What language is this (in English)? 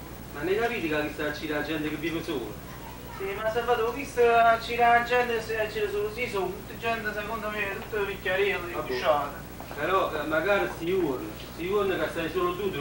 Neapolitan